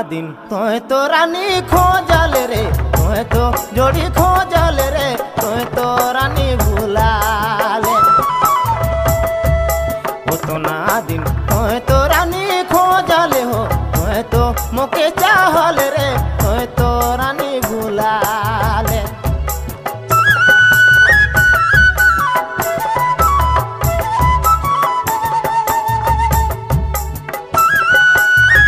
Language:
Sadri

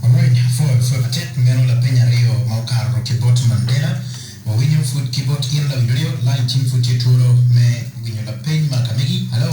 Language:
Acoli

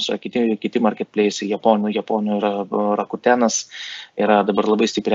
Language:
Lithuanian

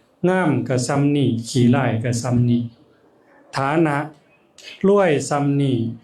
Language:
Northeastern Thai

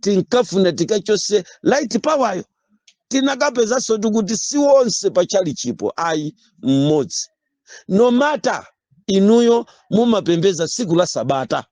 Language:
Nyanja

